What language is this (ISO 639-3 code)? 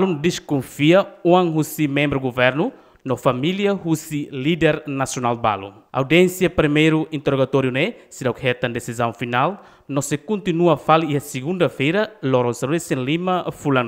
tet